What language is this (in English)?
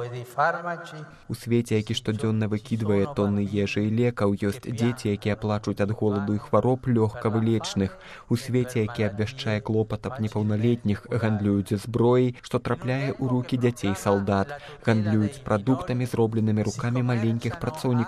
Belarusian